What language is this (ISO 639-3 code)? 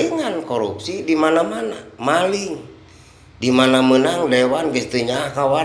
sun